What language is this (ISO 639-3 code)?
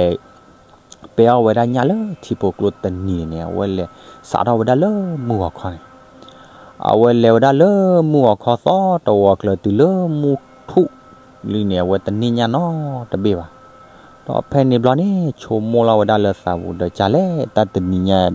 ksw